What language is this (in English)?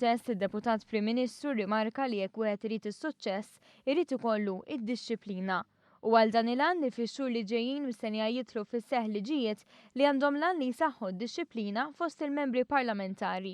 Maltese